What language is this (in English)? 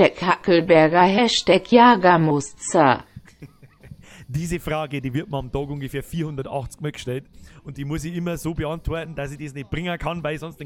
Bavarian